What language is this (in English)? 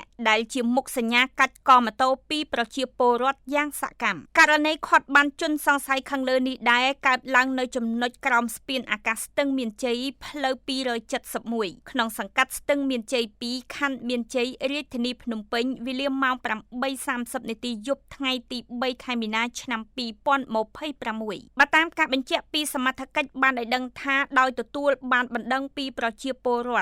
Khmer